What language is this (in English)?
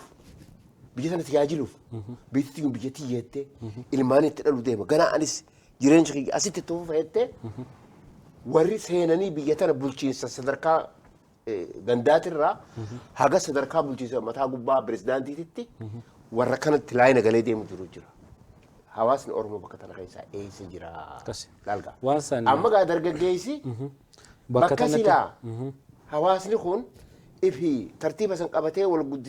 Oromo